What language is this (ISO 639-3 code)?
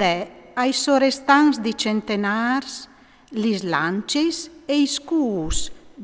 fur